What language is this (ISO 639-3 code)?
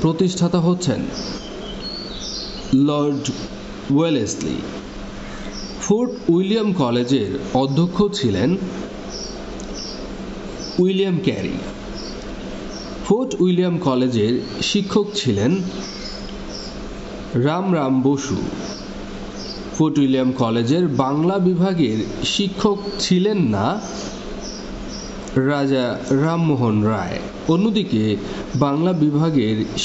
ben